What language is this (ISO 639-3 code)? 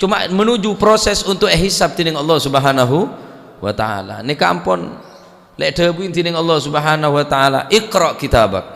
mad